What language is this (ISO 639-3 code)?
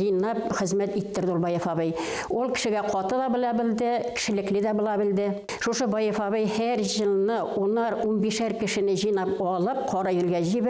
bak